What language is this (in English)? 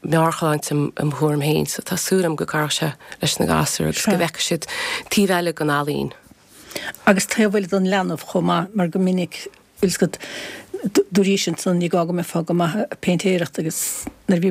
Irish